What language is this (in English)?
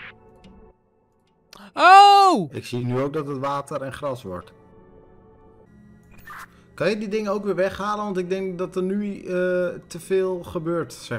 Dutch